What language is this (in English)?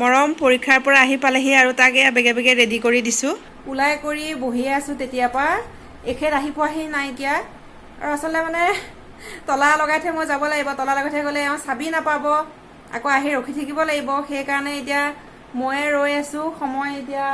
Assamese